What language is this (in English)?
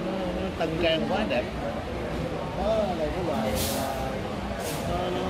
Vietnamese